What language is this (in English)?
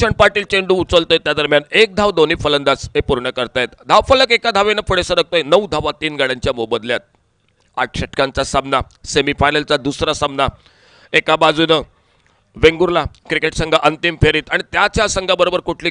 Marathi